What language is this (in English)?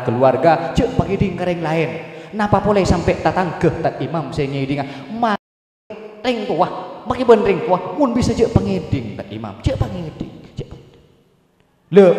Madurese